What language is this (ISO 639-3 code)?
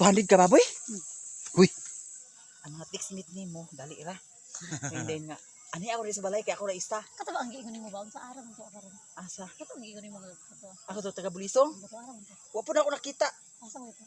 ceb